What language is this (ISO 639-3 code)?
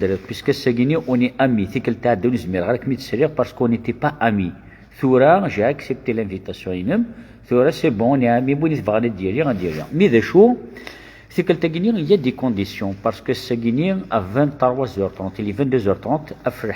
kab